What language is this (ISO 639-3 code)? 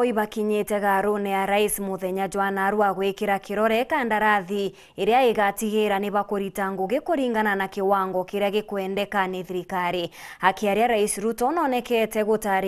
mer